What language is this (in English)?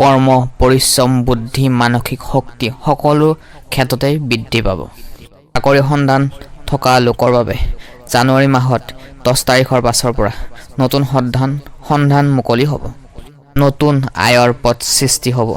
Assamese